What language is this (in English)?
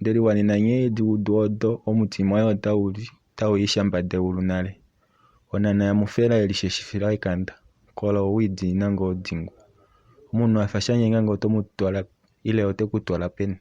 Kuanyama